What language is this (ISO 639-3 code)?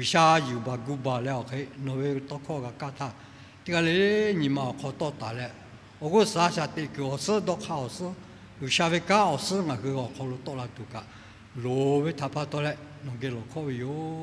lhu